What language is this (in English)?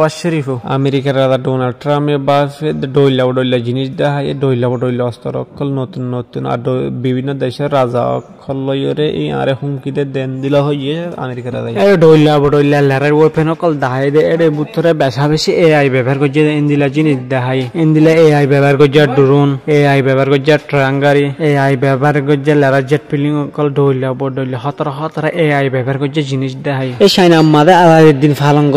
Rohingya